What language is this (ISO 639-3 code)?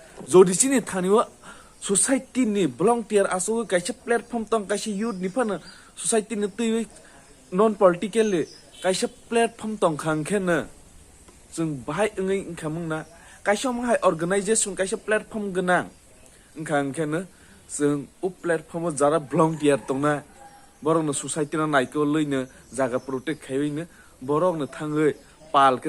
trp